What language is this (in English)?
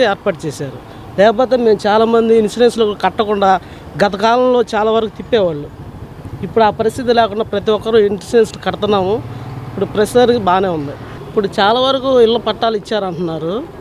Telugu